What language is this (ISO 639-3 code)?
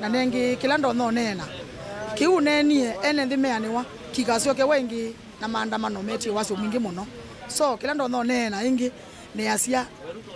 kam